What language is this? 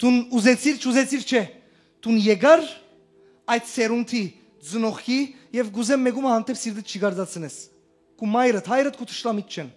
Western Armenian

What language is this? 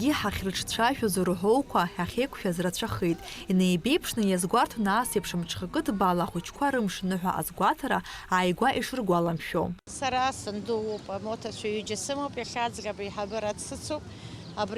Abkhazian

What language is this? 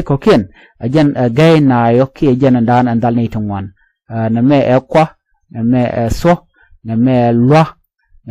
Nuer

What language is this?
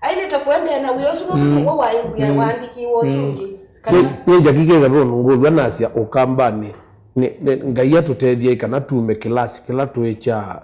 Kamba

